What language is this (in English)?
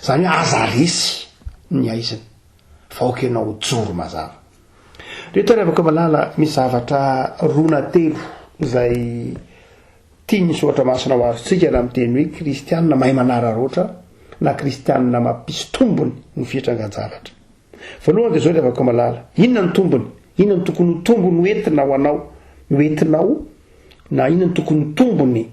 Malagasy